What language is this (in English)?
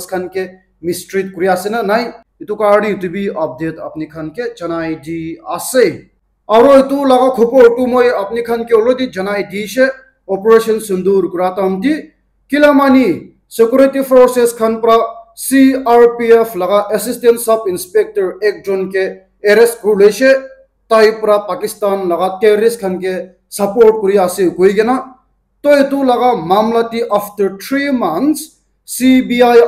Naga Pidgin